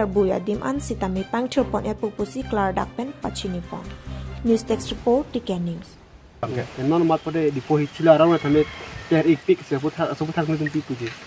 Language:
Karbi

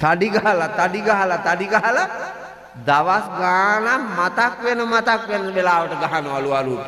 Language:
Sinhala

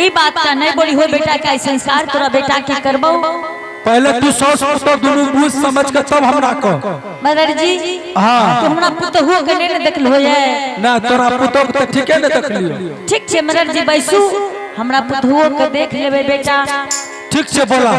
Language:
Angika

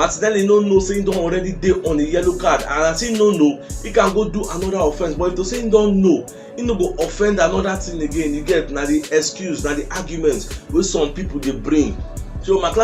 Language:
Nigerian Pidgin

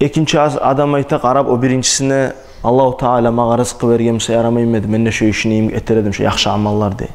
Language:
Kumyk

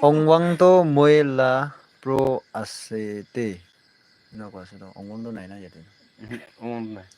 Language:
Naga Pidgin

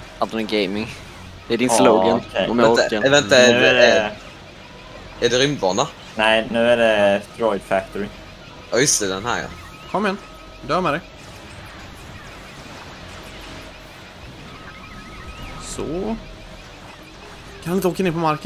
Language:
Swedish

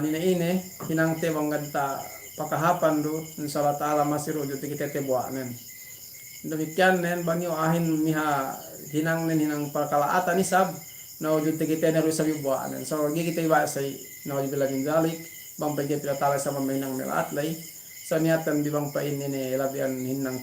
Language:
Yakan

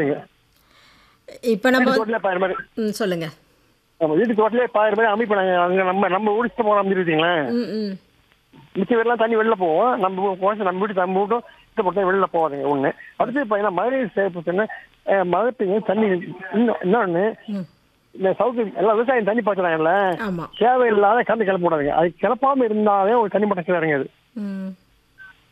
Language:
Tamil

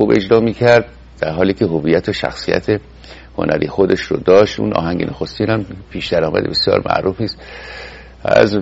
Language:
Persian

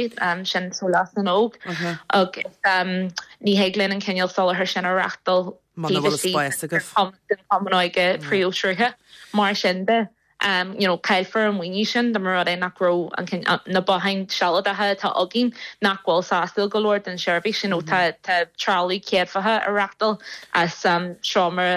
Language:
Irish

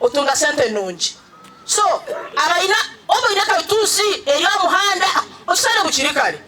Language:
Nyankole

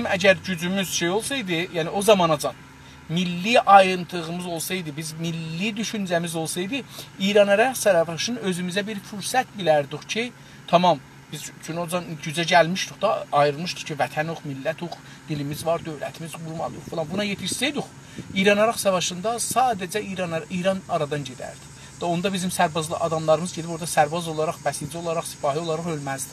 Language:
South Azerbaijani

